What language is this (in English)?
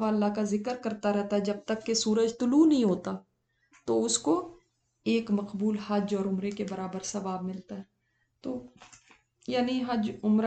Urdu